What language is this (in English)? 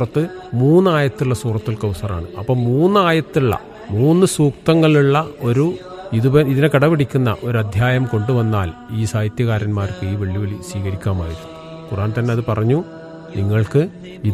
Malayalam